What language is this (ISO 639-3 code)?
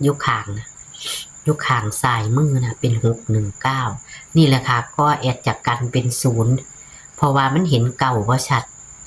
tts